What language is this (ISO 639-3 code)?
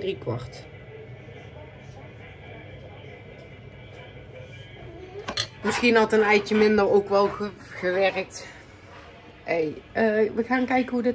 nld